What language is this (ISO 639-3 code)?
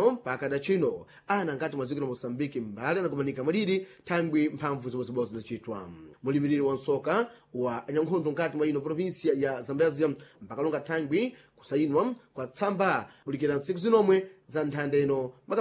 seh